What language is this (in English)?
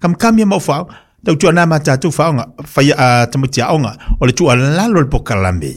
Samoan